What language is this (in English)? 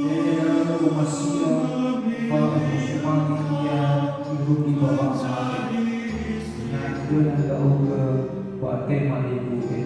Nias